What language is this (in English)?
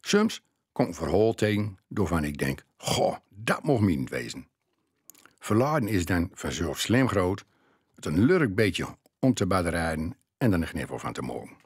Gronings